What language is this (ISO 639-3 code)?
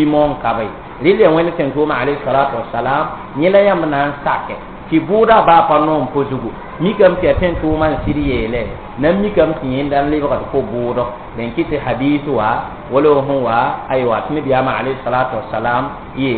mos